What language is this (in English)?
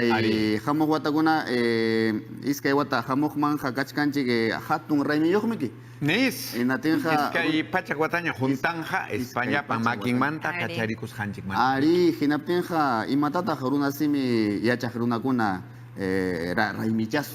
Ayacucho Quechua